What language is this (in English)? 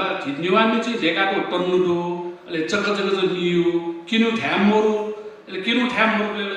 Newari